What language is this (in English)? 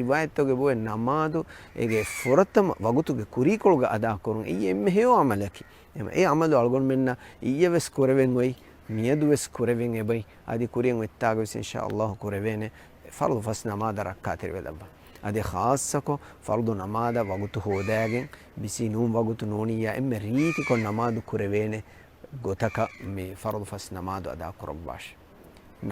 Divehi